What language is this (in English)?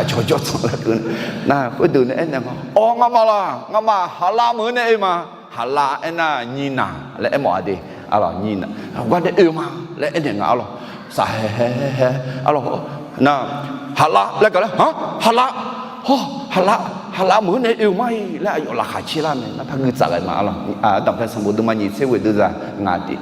Akha